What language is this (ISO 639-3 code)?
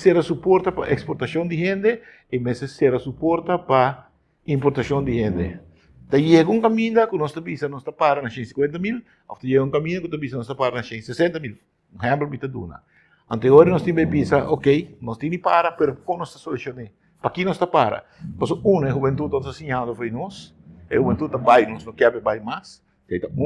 pap